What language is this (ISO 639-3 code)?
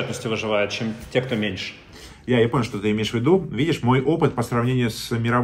rus